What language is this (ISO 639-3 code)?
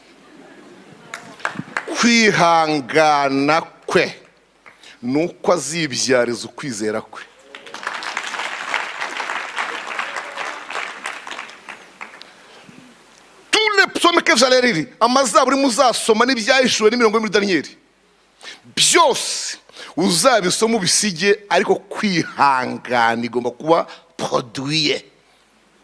kin